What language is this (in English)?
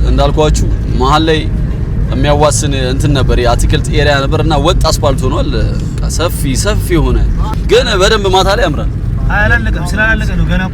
Amharic